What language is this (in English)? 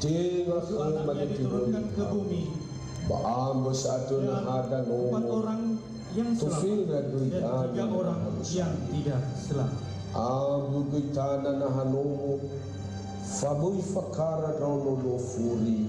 Nias